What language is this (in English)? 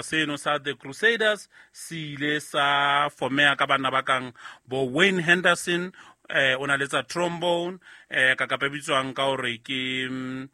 Southern Sotho